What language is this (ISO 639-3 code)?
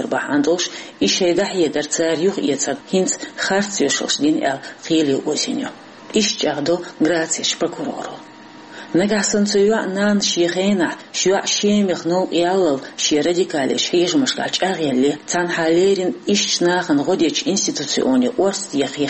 che